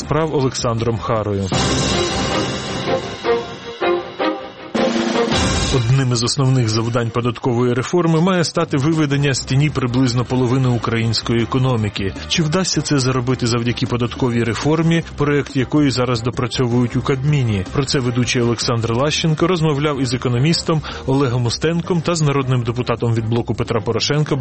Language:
Ukrainian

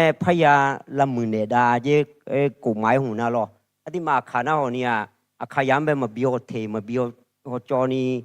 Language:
Akha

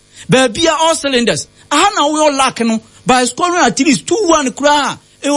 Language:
Akan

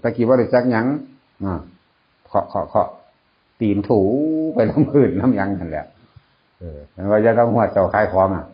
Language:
Northeastern Thai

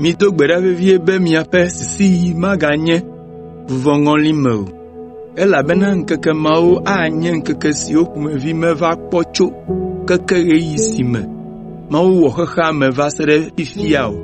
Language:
Ewe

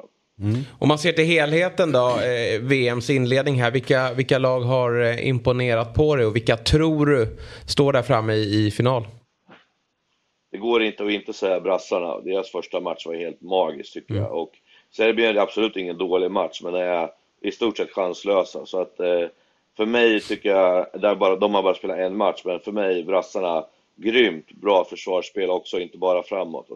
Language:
Swedish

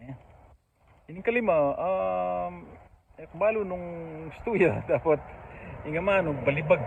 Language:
Pampanga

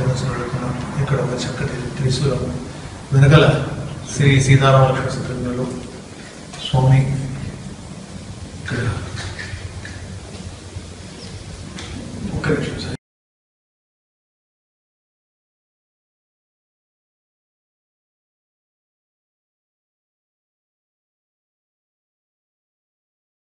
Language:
Telugu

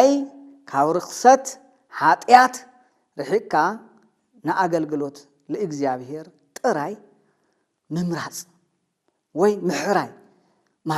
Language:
Tigrinya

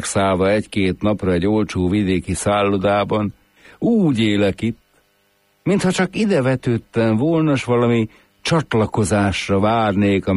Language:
Hungarian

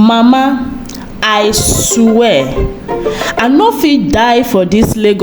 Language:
Nigerian Pidgin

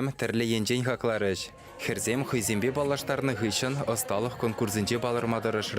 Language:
Chuvash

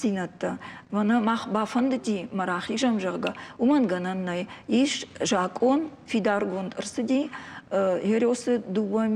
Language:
Ossetic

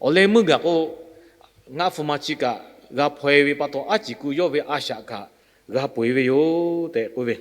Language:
Lahu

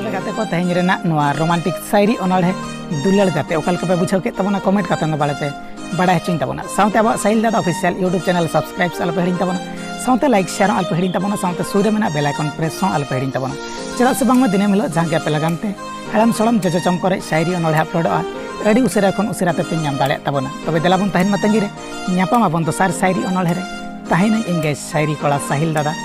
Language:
Santali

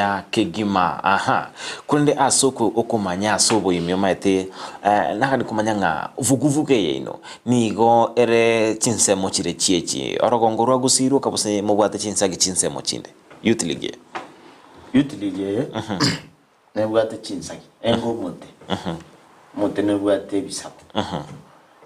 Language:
Gusii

